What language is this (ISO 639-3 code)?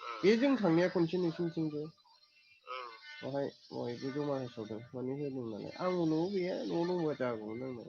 brx